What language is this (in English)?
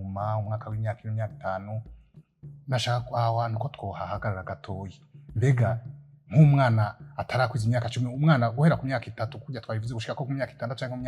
Rundi